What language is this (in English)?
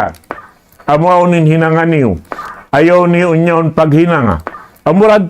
Tausug